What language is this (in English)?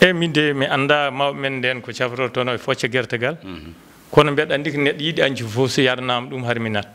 Fula